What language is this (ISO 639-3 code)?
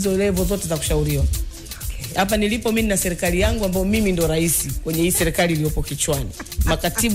swa